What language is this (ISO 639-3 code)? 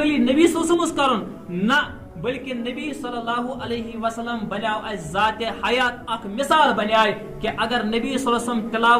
kas